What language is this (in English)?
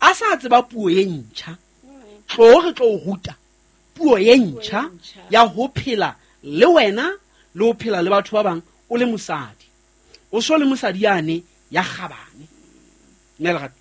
Southern Sotho